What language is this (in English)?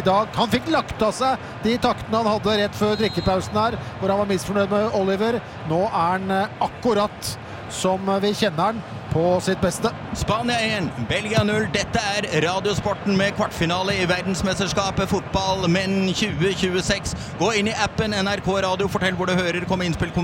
Norwegian